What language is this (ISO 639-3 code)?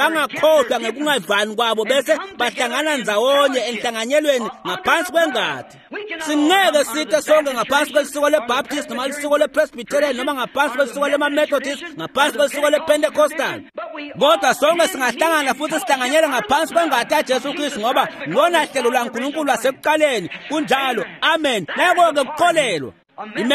ssw